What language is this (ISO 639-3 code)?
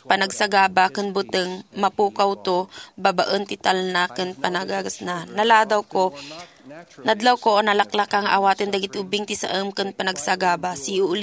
ilo